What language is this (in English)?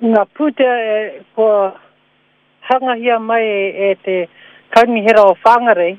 Māori